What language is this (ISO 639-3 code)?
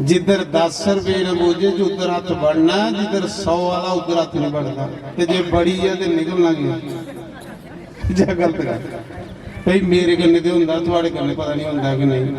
doi